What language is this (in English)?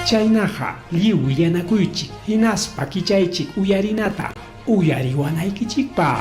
Ayacucho Quechua